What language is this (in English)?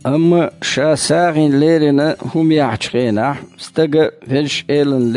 Chechen